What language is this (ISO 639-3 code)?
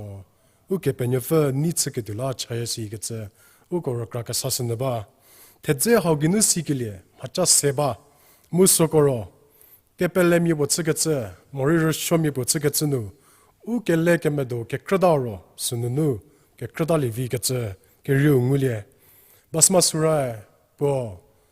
njm